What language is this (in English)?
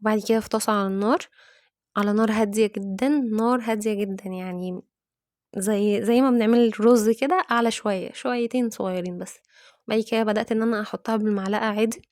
Egyptian Arabic